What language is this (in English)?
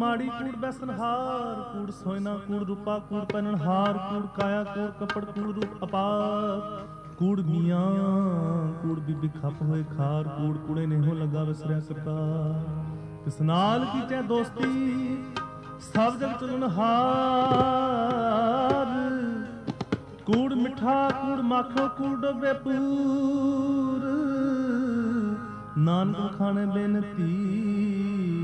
Punjabi